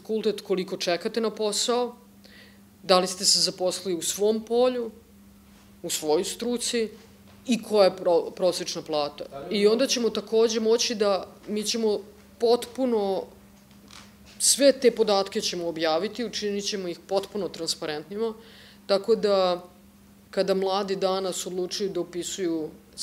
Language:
Serbian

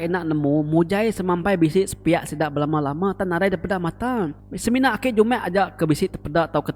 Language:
Iban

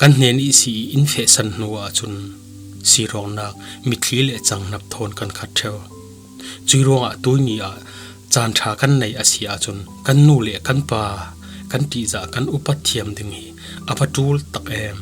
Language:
Falam Chin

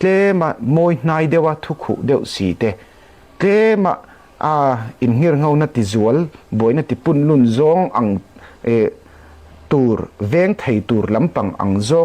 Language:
Falam Chin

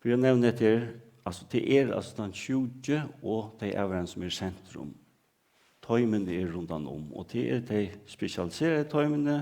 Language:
Faroese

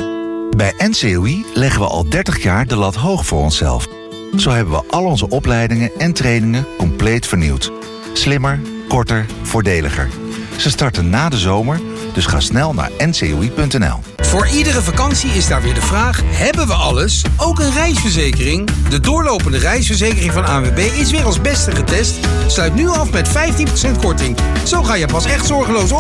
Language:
Dutch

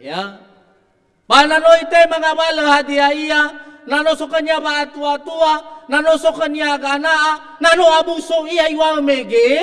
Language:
Nias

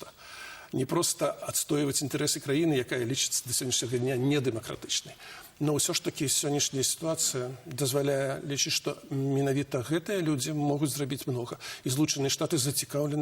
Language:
Belarusian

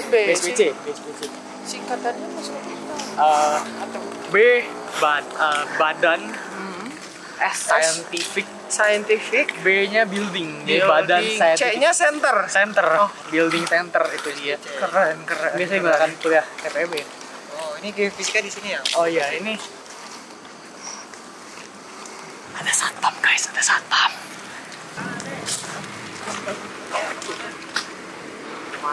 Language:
Indonesian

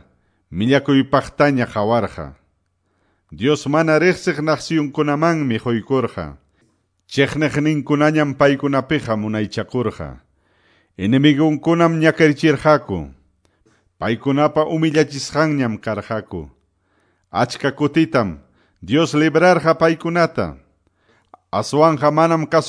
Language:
Quechua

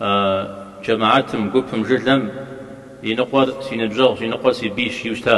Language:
Kabardian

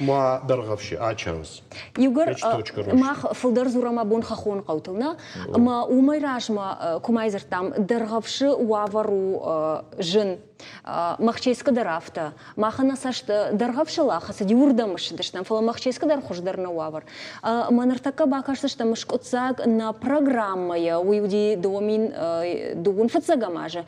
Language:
Ossetic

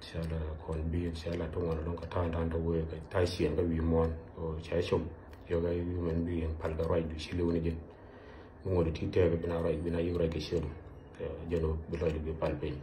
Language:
Nuer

